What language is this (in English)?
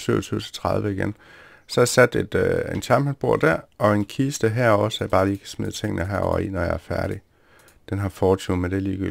Danish